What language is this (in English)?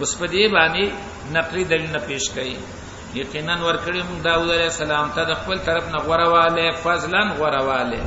Pashto